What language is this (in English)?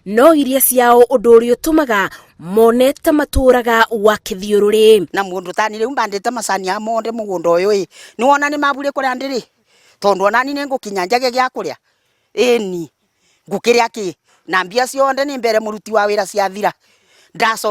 Kikuyu